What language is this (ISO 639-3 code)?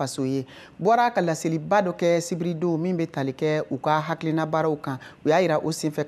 bam